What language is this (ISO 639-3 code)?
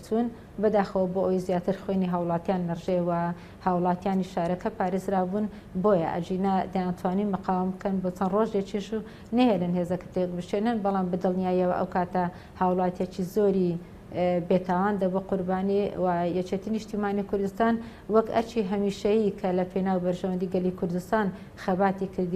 ckb